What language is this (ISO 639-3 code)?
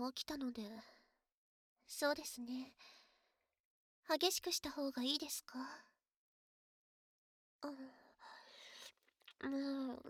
jpn